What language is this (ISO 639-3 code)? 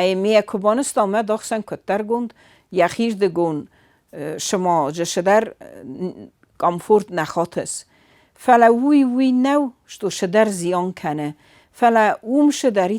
oss